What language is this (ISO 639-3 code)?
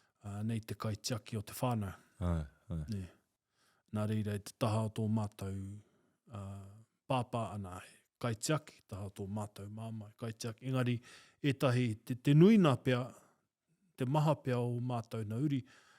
mri